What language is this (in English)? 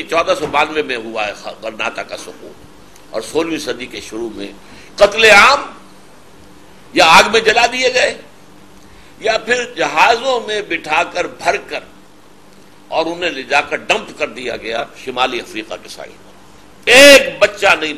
Urdu